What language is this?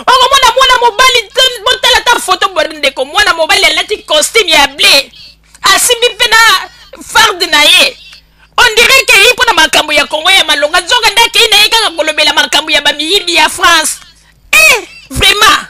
Lingala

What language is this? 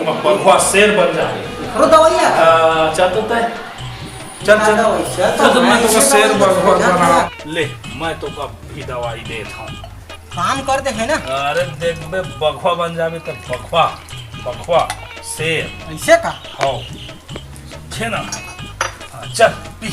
Chhattisgarhi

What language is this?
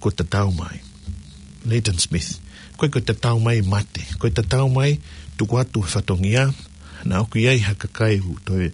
Tongan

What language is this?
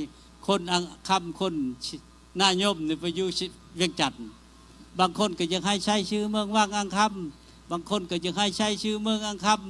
Lao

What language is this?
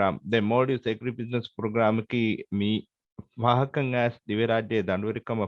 Divehi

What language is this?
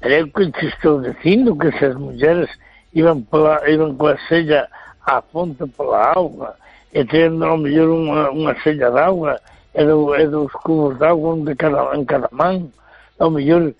Galician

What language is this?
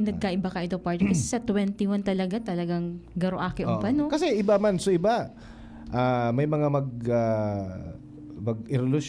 Bikol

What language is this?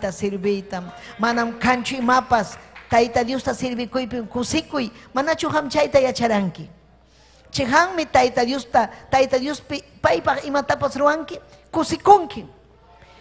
Ayacucho Quechua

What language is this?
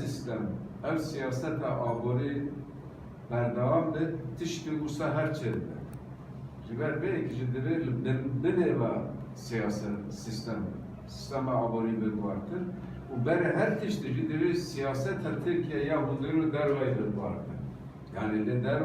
Kurdish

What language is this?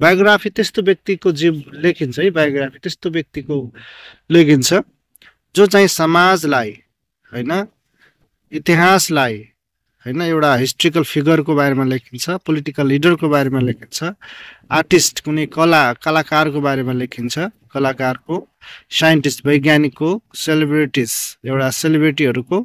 Nepali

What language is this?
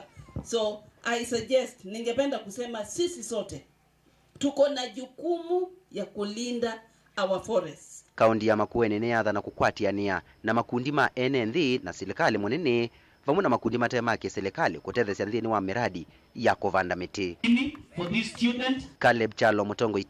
Kamba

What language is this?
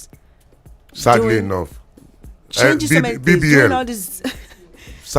Nigerian Pidgin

